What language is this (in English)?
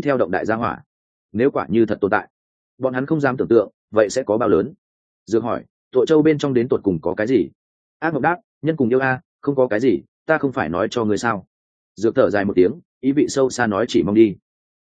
Vietnamese